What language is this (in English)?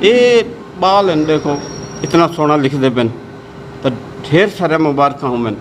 Saraiki